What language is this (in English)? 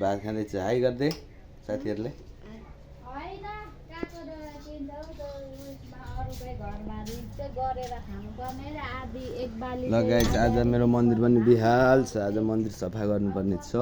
Nepali